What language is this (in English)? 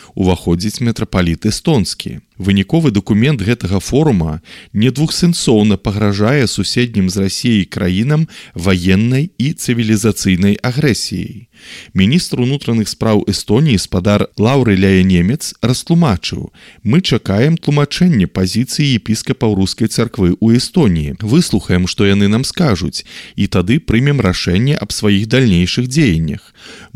Belarusian